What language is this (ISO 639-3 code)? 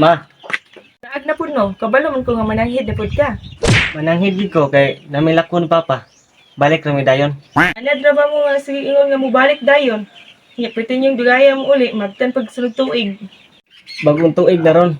ceb